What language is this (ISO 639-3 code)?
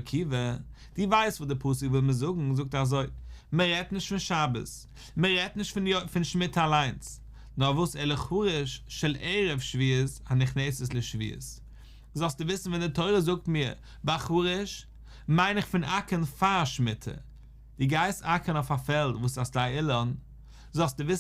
yid